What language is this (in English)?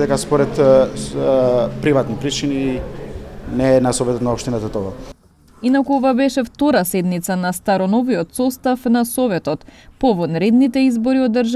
Macedonian